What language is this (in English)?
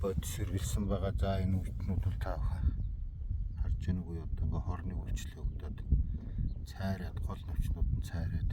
Mongolian